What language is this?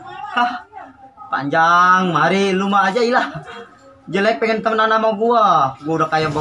Betawi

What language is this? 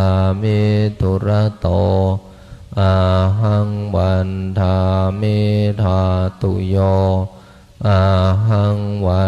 Pali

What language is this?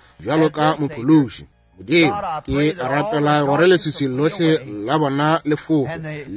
Northern Sotho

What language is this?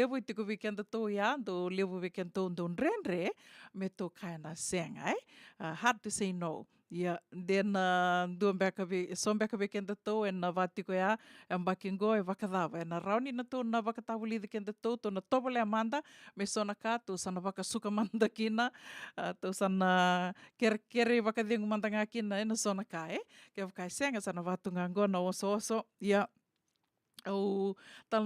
Fijian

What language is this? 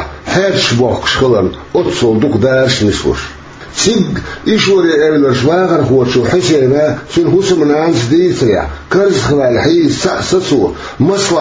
Chechen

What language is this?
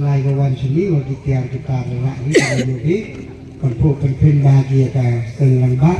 Khasi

